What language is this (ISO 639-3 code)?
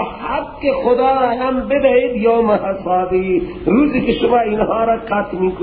fas